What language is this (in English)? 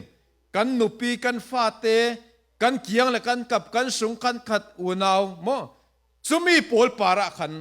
Falam Chin